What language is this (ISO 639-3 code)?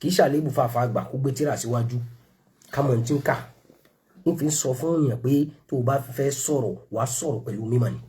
yor